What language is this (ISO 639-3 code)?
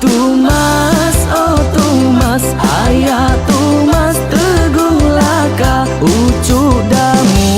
iba